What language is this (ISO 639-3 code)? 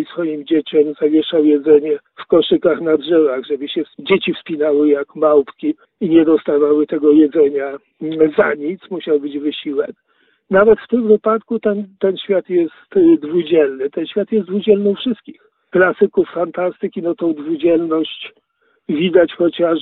pol